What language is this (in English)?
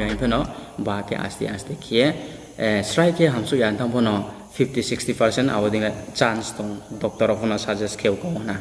Riang (India)